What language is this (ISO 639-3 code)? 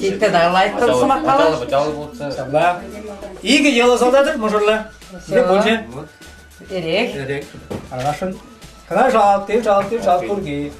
chv